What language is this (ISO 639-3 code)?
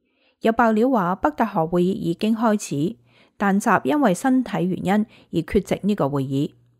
yue